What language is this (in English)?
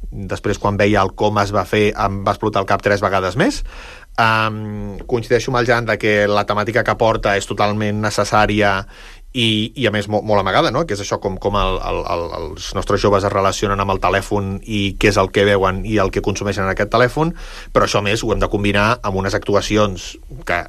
Catalan